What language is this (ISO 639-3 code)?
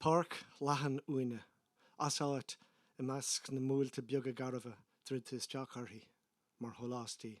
gle